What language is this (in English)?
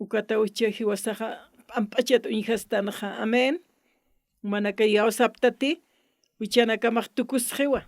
Aymara